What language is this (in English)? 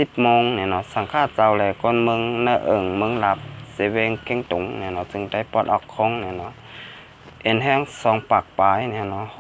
Shan